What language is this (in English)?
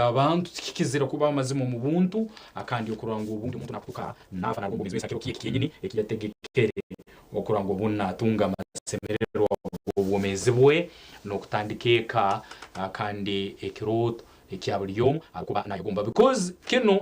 Nyankole